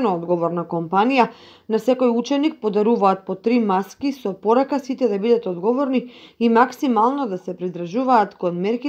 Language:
Macedonian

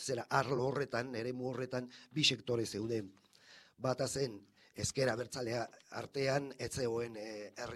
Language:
Basque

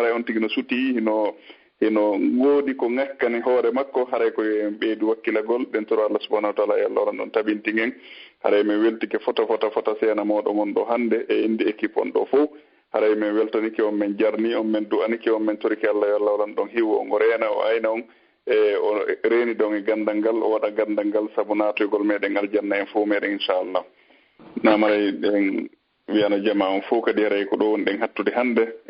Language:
Fula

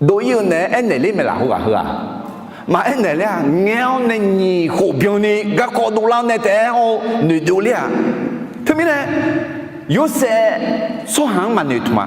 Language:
Akha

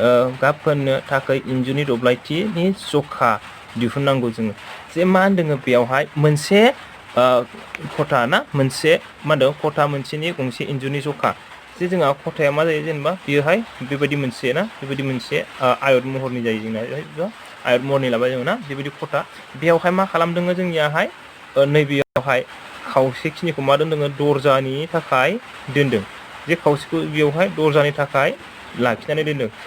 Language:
Bodo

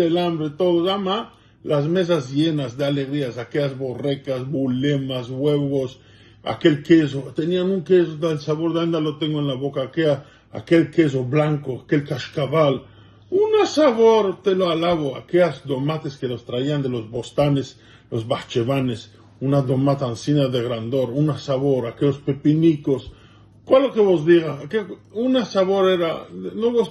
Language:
Ladino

